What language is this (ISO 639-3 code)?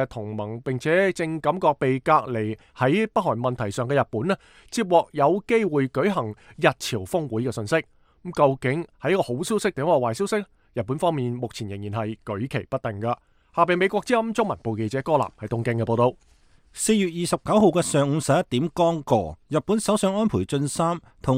yue